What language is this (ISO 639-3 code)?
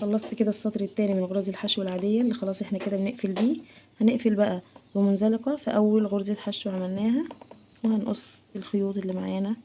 arz